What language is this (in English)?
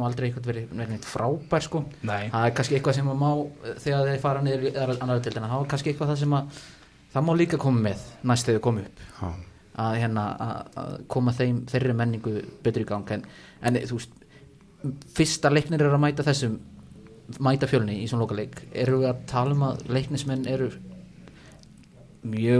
Icelandic